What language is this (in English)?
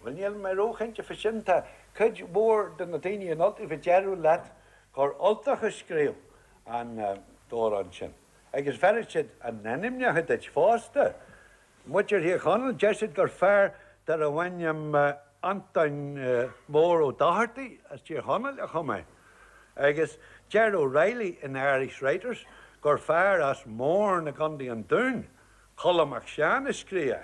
Irish